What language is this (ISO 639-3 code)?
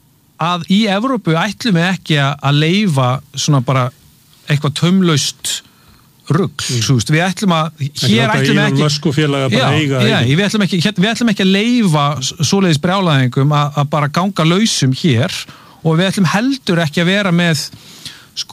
isl